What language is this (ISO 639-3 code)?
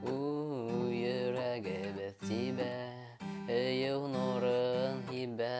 bak